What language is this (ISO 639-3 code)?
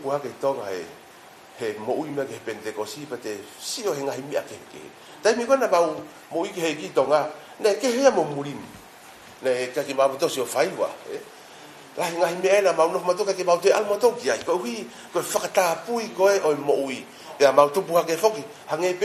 ton